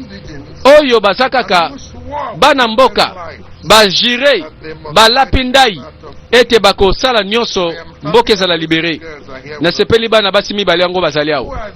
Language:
Lingala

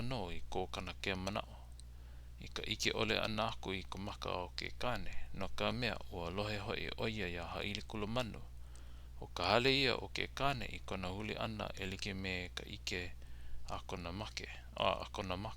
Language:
Hawaiian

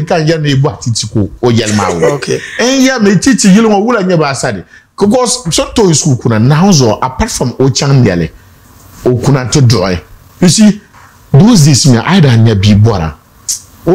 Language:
Dagbani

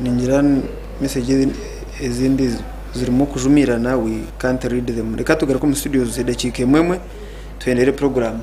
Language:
Nyankole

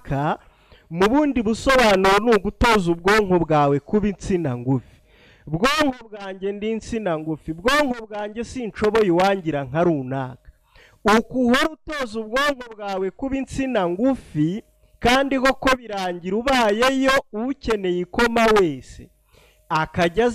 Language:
Kinyarwanda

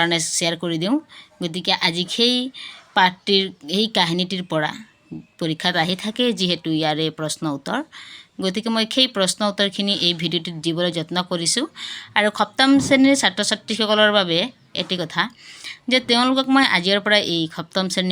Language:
Assamese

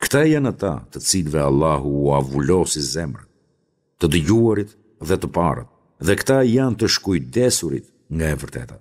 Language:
Albanian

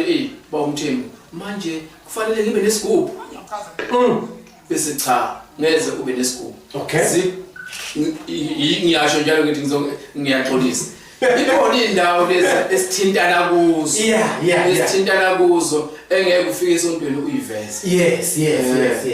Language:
Zulu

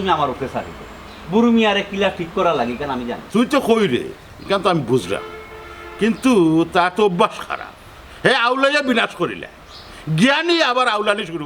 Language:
Sylheti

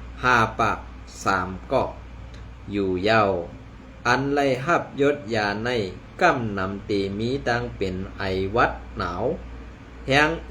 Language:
Shan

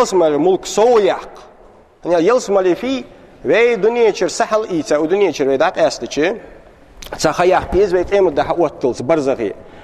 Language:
Ingush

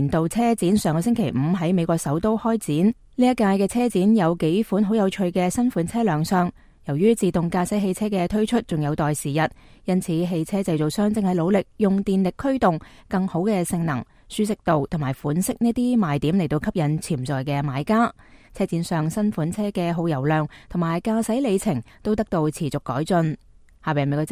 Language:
Cantonese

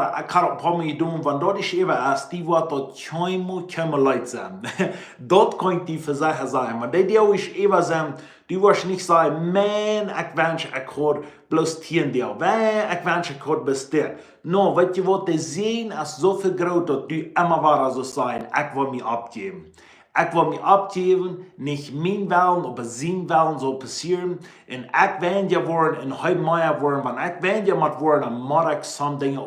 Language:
Plautdietsch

